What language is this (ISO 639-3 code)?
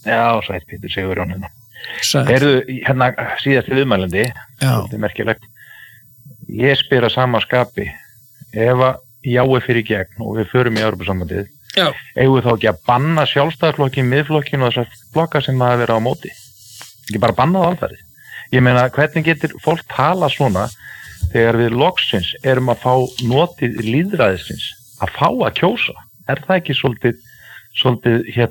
isl